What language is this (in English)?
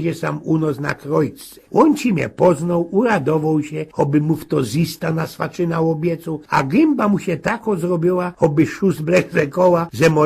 Silesian